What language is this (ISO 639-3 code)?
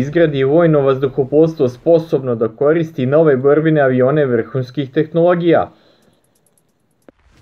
srp